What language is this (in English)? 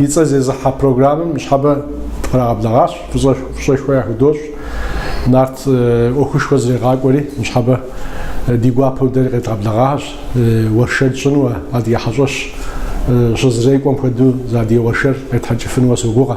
Kabardian